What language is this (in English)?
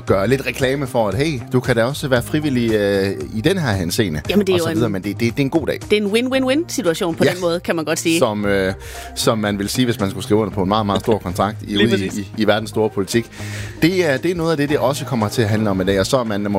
Danish